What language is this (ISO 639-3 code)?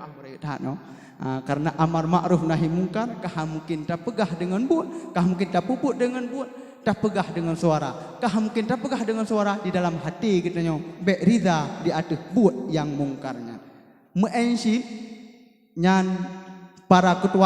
ace